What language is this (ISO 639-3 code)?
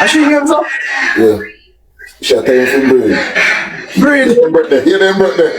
jam